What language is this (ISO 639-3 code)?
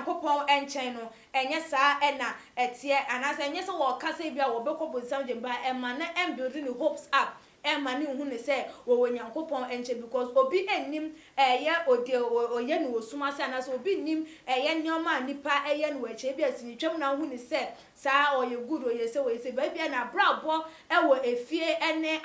aka